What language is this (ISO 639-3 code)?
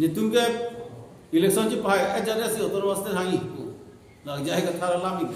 mjw